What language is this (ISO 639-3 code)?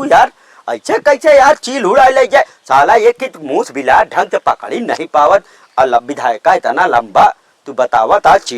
awa